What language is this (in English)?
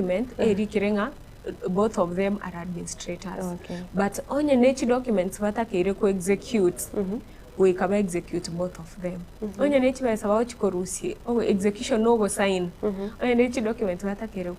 Gusii